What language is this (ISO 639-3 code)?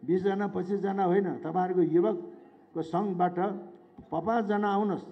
nep